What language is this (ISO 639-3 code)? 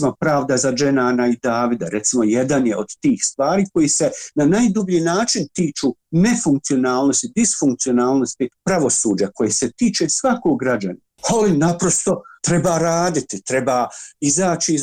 bos